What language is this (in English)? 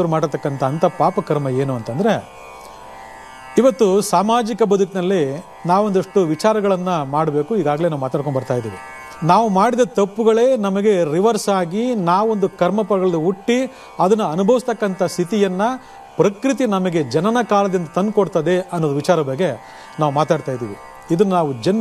Kannada